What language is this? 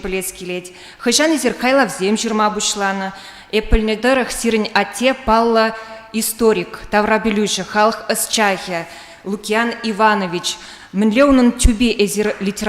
Chuvash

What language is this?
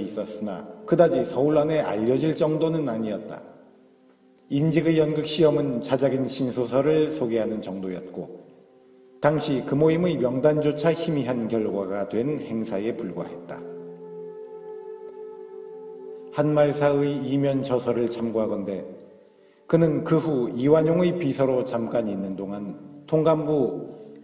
Korean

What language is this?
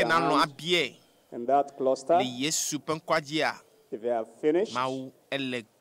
Ewe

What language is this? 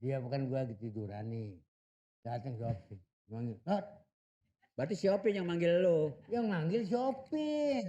Betawi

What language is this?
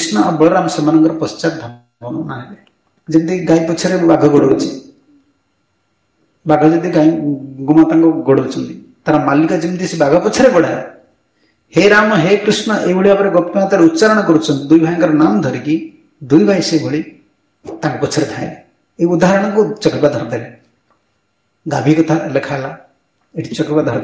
Odia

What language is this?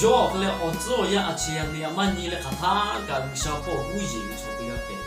Lahu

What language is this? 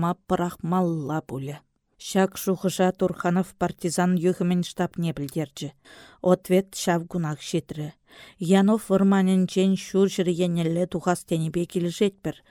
Chuvash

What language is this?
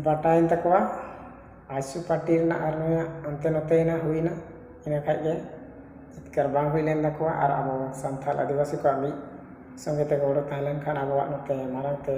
Santali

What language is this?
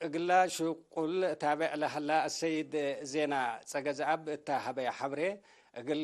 Tigre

